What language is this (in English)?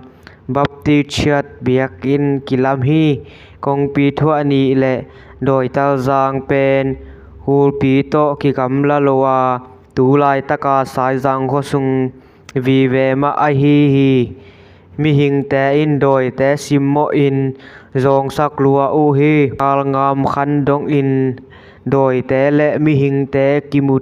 Tedim Chin